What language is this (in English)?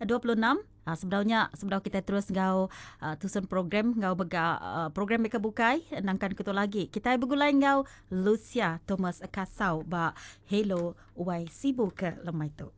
Iban